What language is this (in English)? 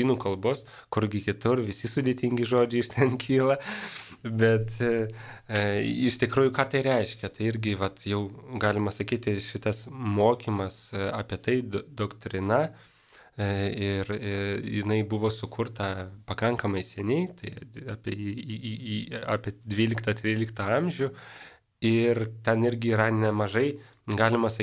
Lithuanian